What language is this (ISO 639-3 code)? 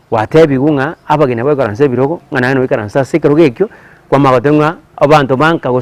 guz